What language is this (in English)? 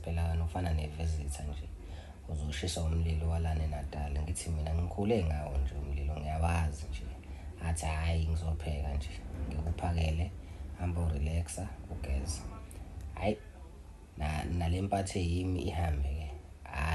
Zulu